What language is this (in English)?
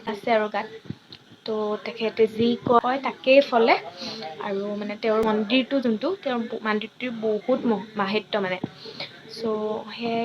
Assamese